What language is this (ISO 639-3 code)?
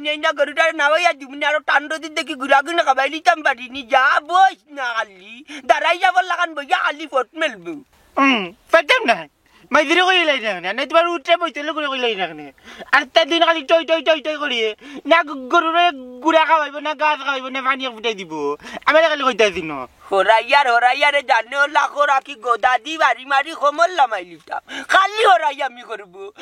syl